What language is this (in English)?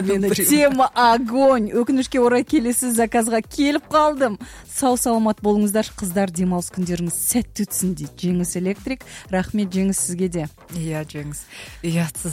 Kazakh